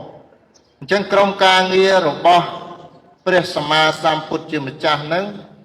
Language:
Khmer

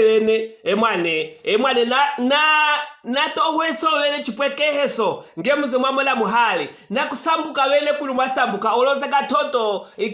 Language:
Luvale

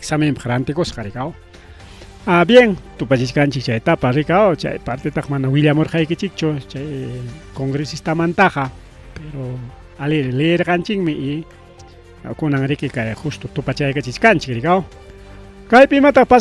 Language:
Ayacucho Quechua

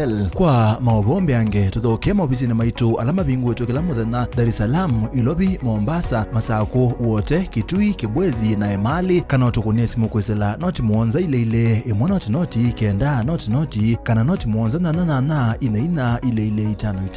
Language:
Kamba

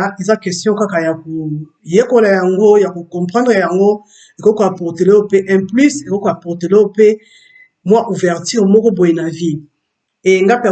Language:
Lingala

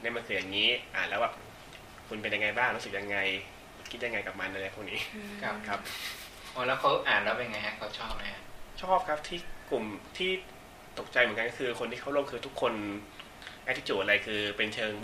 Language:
Thai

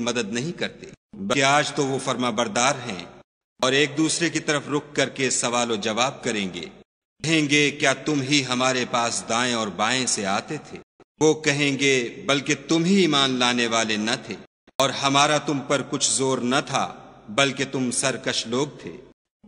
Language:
Urdu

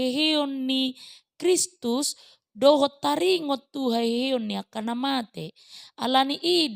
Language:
Batak Toba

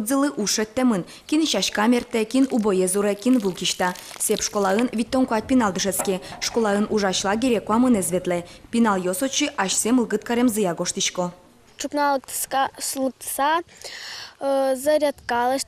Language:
Udmurt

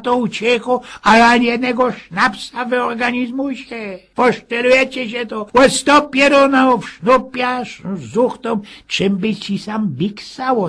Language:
Silesian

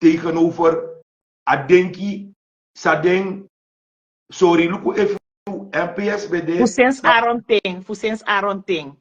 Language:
Sranan Tongo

